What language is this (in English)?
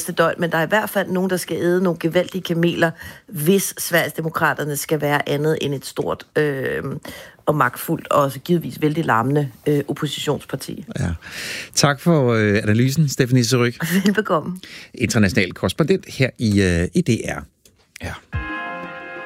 Danish